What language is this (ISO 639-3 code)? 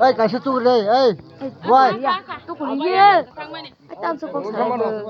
trp